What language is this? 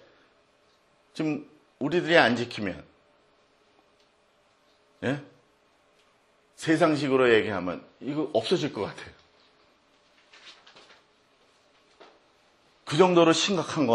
Korean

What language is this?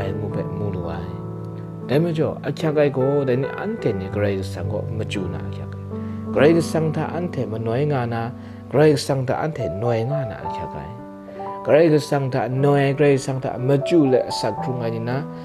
Kachin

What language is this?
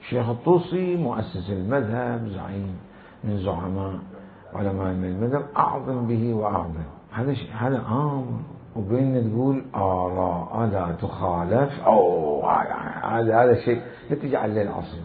Mesopotamian Arabic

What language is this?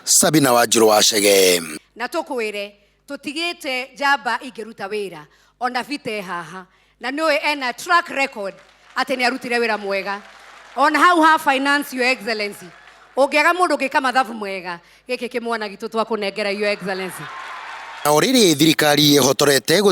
Kikuyu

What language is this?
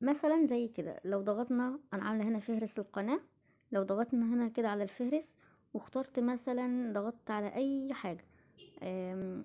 Egyptian Arabic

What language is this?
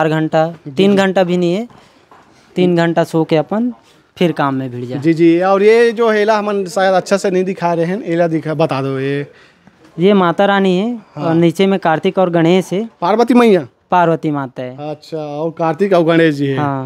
Chhattisgarhi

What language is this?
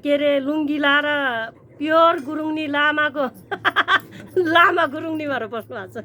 Nepali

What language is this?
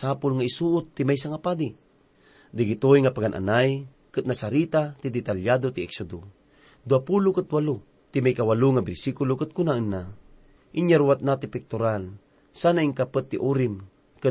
Iloko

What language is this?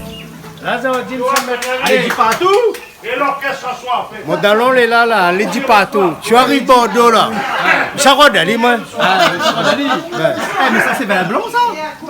Réunion Creole French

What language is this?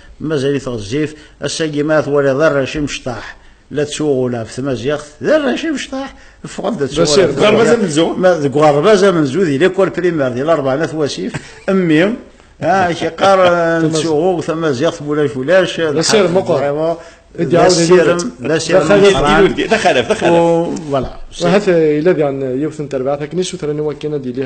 Kabyle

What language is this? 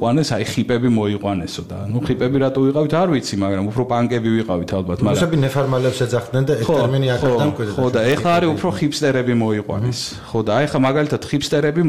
Georgian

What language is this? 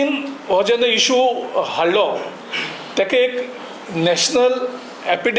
Konkani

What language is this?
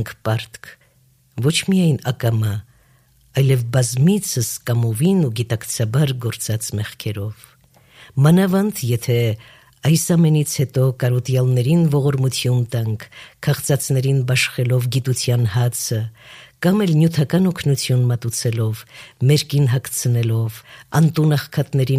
Armenian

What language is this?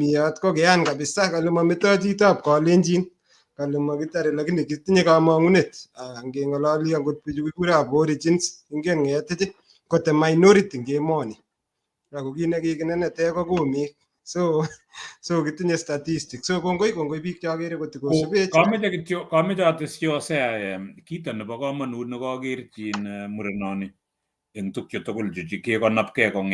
Kalenjin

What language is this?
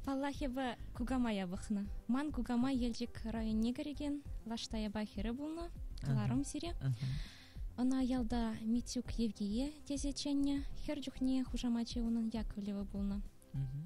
Chuvash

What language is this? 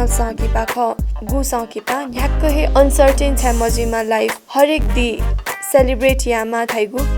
Newari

